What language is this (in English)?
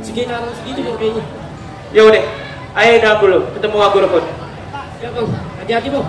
Betawi